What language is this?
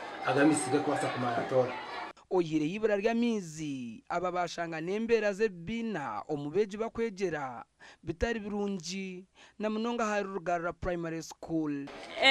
Nyankole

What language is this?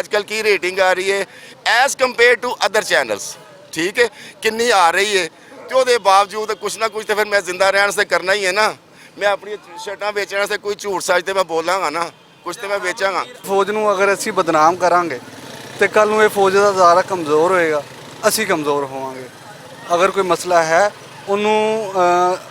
Western Panjabi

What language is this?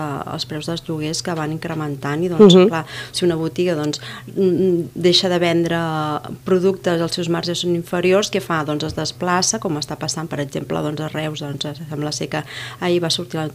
Catalan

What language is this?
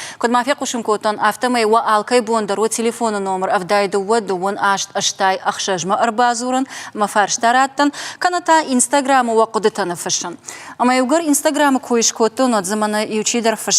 Ossetic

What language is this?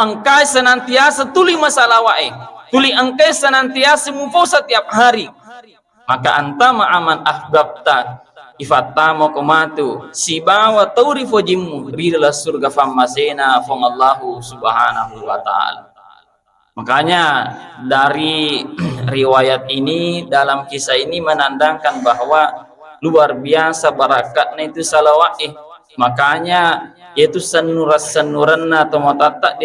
Buginese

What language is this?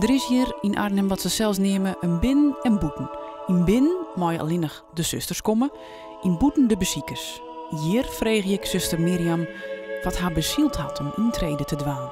Western Frisian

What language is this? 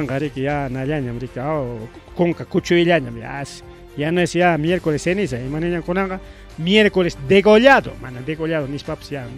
Ayacucho Quechua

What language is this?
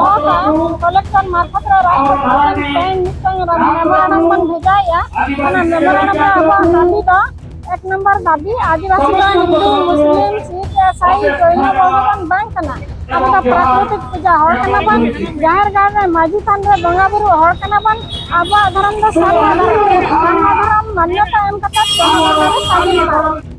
Santali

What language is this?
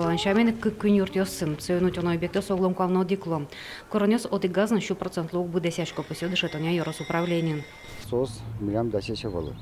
Udmurt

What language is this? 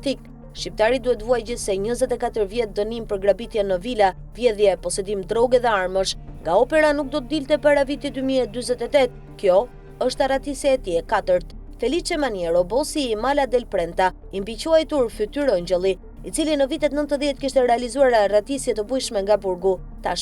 Albanian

